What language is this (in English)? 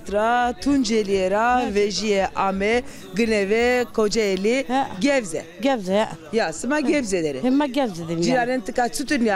Zaza